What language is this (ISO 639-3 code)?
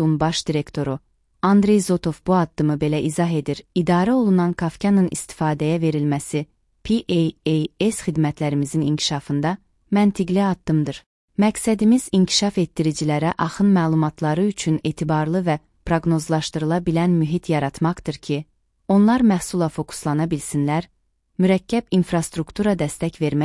aze